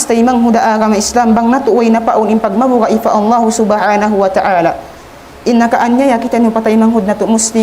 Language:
Tausug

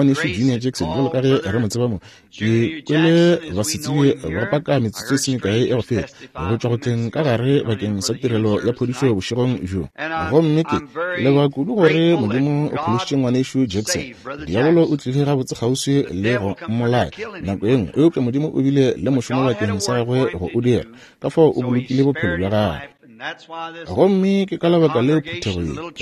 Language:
Northern Sotho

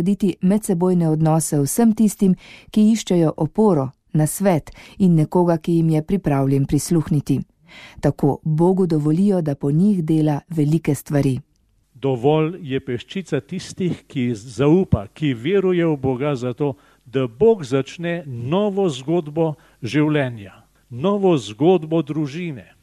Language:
Slovenian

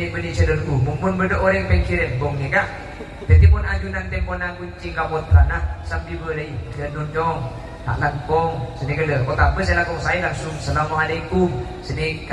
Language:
Madurese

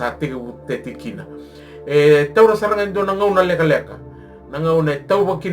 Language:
Fijian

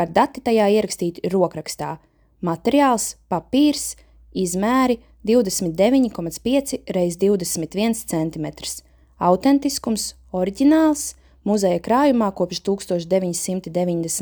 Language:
Latvian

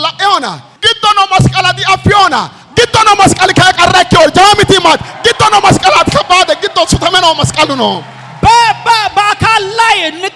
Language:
Amharic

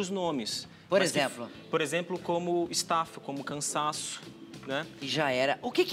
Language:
Portuguese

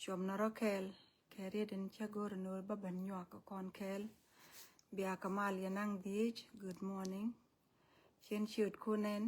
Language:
Nuer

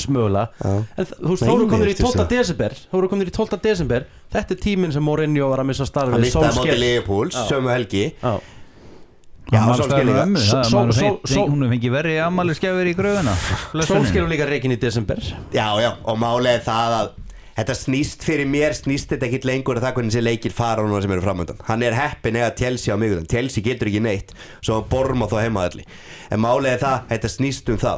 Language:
Icelandic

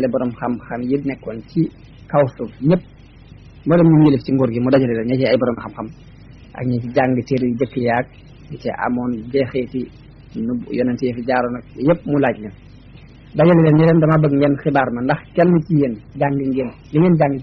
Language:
Wolof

